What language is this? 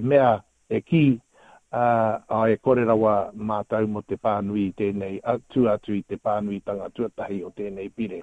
Māori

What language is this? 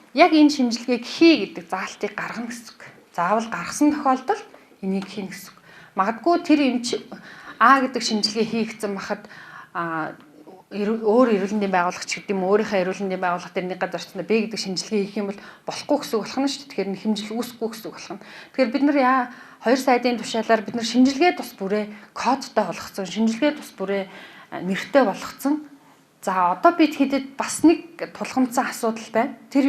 Mongolian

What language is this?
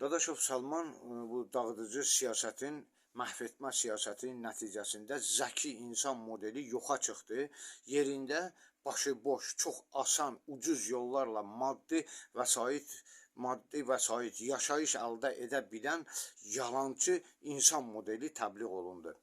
Azerbaijani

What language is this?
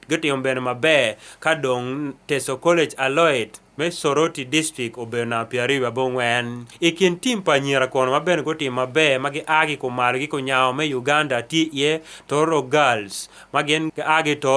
Acoli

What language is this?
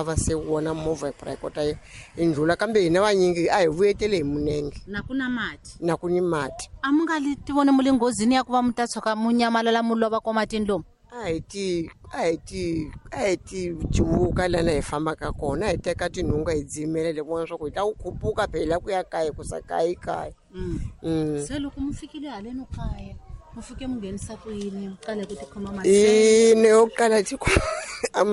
Tsonga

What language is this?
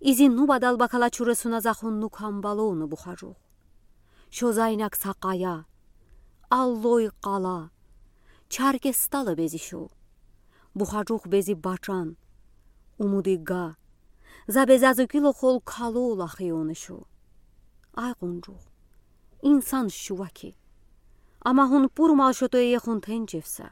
Udi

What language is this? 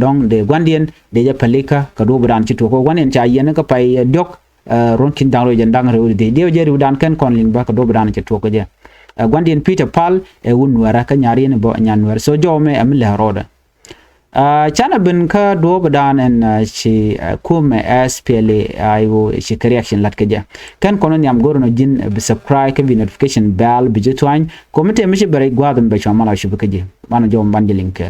Nuer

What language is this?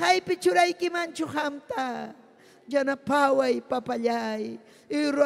Ayacucho Quechua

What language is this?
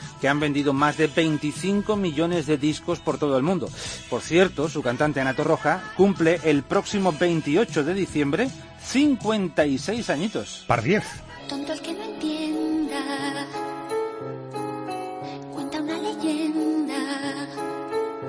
Spanish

